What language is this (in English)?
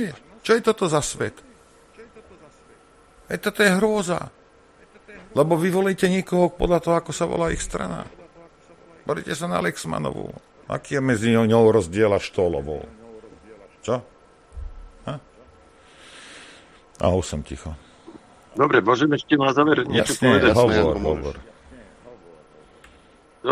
Slovak